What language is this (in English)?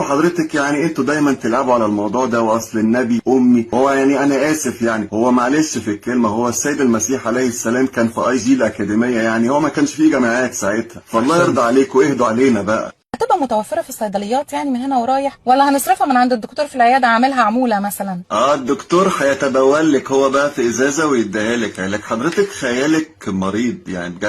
Egyptian Arabic